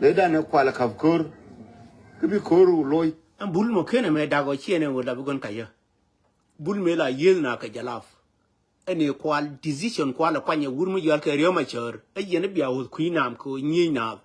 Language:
Nuer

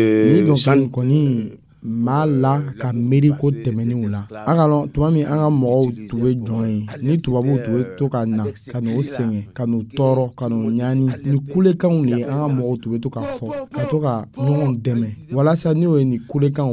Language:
Dyula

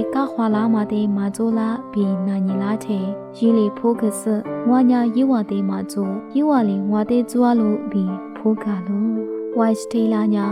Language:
Lisu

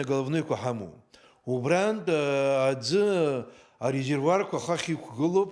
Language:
Abkhazian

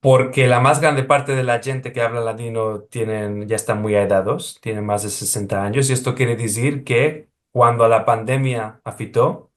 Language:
Ladino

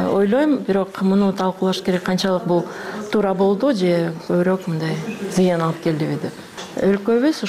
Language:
Kyrgyz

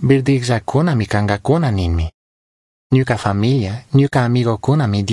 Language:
Chimborazo Highland Quichua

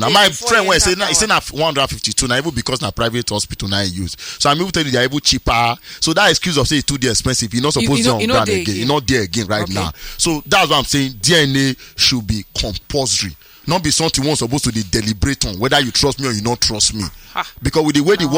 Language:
Nigerian Pidgin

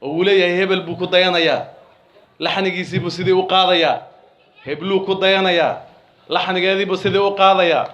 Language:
Somali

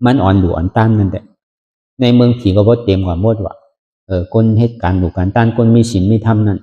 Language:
Shan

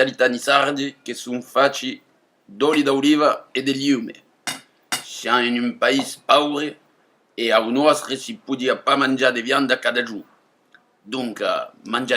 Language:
Occitan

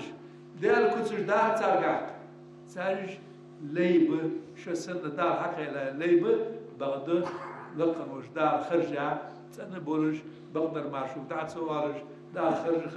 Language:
Ingush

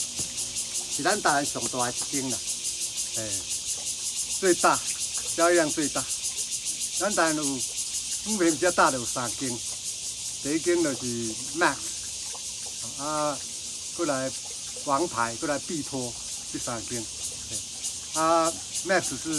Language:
Min Nan Chinese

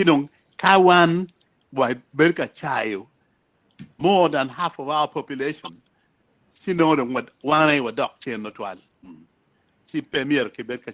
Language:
Acoli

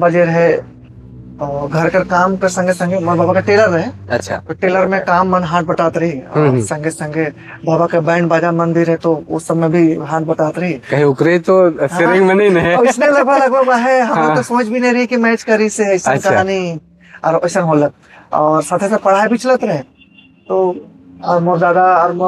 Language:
Sadri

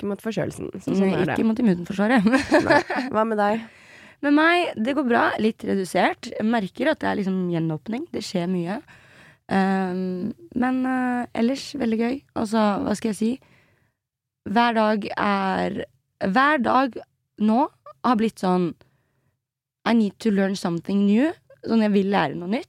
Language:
Norwegian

